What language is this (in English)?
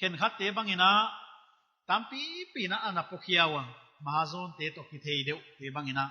Paite Chin